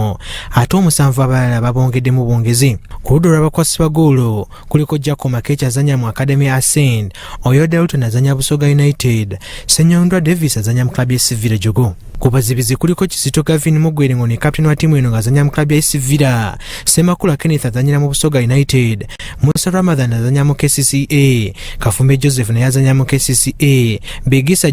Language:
Ganda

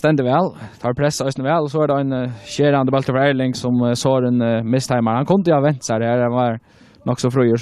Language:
Faroese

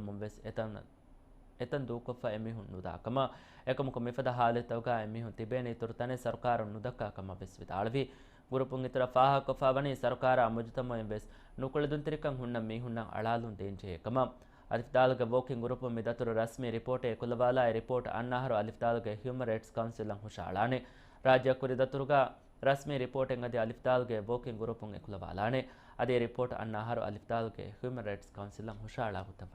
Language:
Divehi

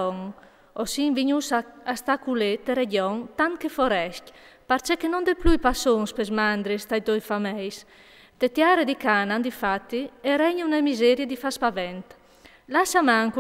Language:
Friulian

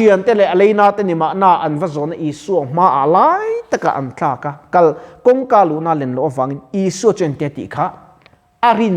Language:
Mizo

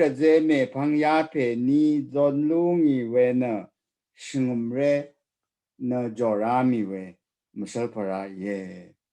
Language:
Rawang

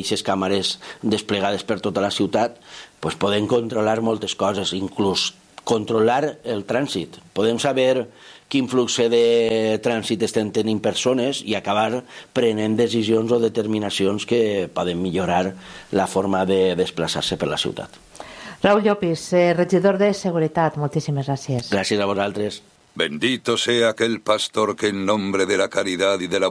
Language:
Catalan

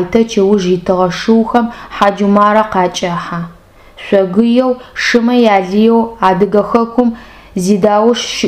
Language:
Adyghe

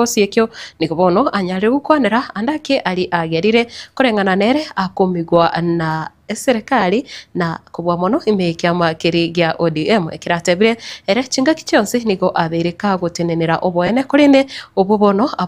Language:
Gusii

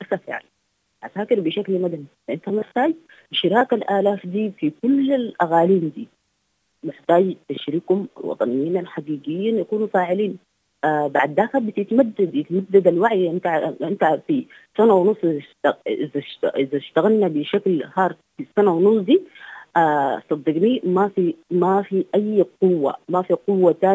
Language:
Sudanese Arabic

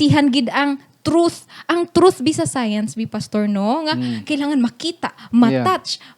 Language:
Hiligaynon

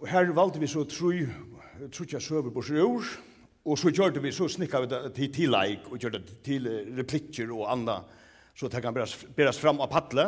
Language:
Faroese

